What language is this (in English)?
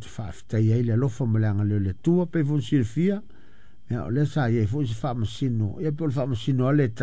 Samoan